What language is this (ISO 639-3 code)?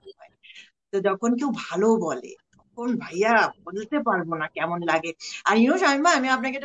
ben